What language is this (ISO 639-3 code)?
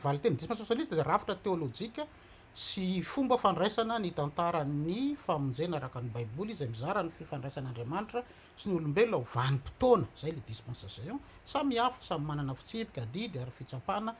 mlg